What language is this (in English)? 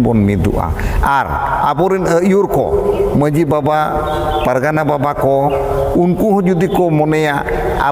Santali